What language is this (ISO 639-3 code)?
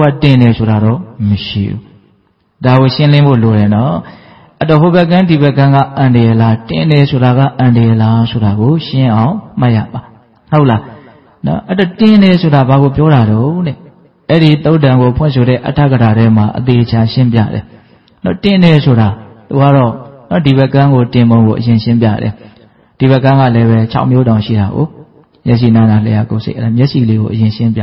mya